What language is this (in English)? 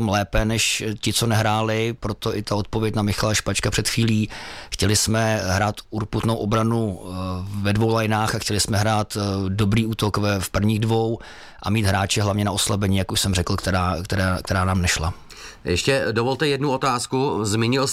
Czech